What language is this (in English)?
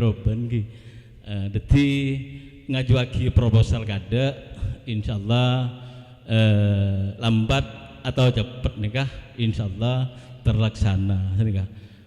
Madurese